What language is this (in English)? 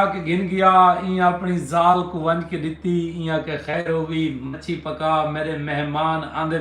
Saraiki